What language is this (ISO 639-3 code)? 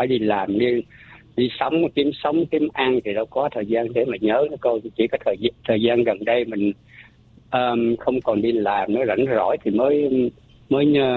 vie